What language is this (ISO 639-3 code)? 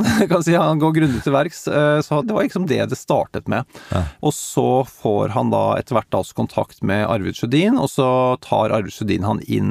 nor